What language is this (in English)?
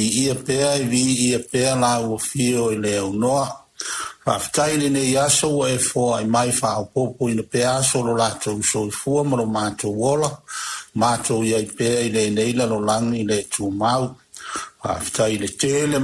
Samoan